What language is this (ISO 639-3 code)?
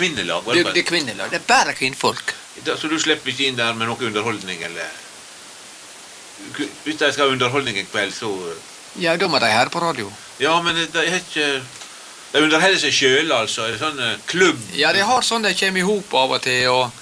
nor